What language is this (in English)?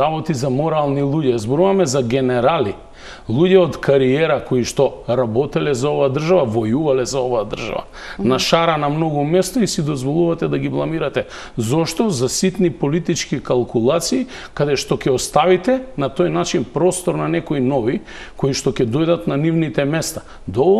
Macedonian